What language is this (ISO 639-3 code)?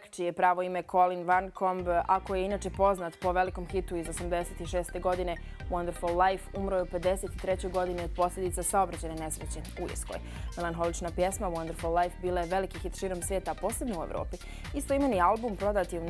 bos